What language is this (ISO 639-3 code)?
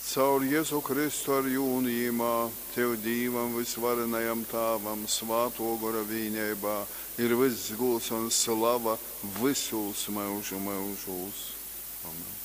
ltg